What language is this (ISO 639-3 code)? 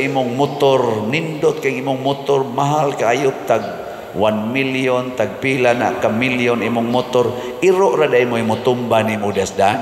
ceb